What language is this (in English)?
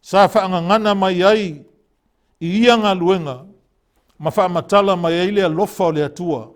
Samoan